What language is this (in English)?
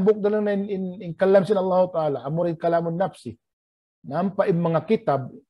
Tausug